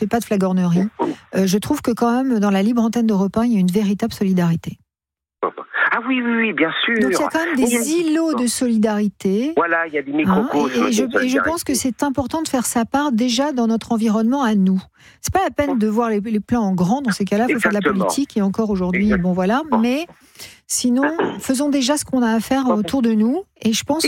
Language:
French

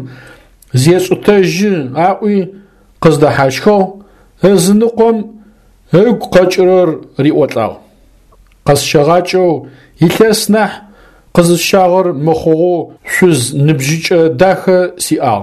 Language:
Adyghe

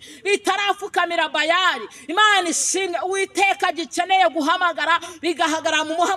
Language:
Kinyarwanda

